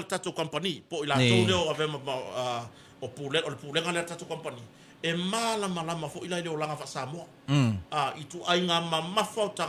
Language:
Samoan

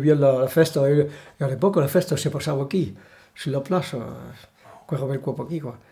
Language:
Occitan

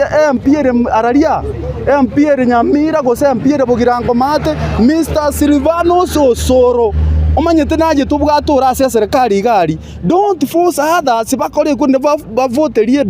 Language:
Gusii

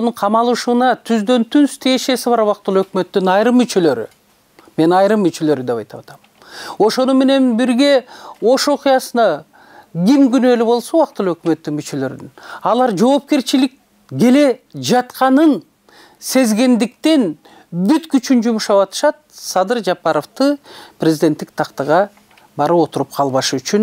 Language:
Kyrgyz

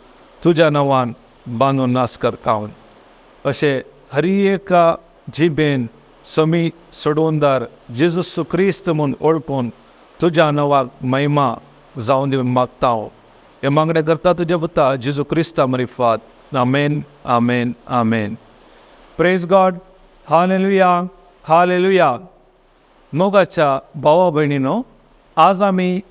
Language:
Konkani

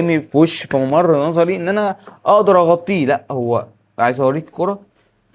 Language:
Egyptian Arabic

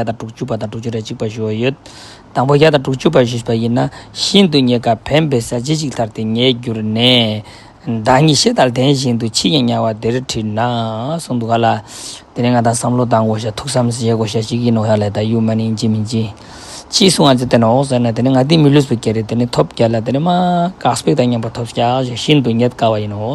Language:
Tibetan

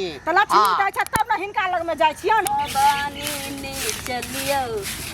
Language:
Maithili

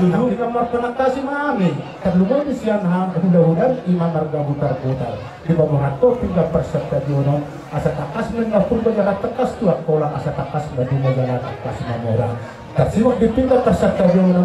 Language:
Batak Toba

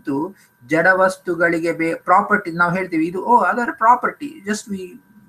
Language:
Kannada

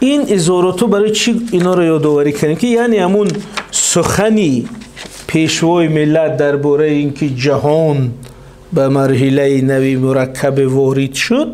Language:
Tajik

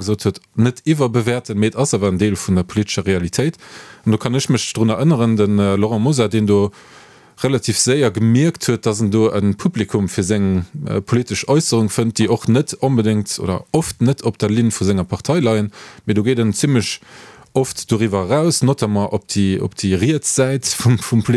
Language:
Luxembourgish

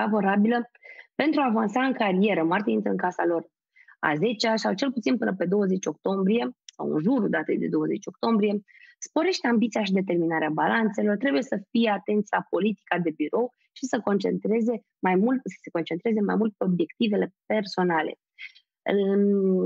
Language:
Romanian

